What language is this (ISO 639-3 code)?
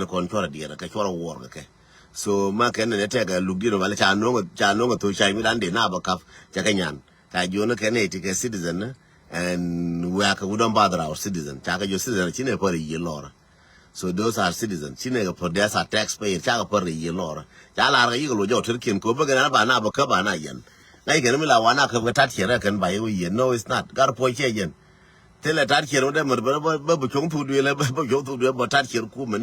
nus